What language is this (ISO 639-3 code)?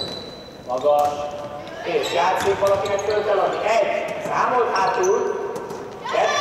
hun